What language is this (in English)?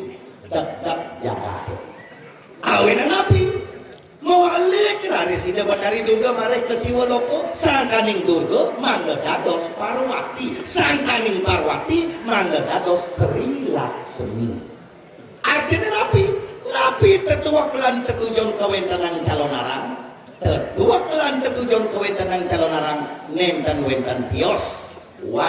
Balinese